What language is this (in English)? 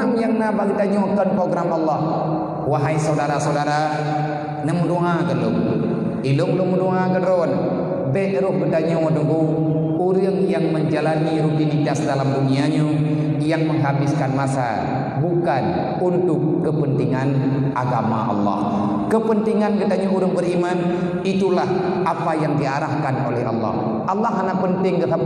Achinese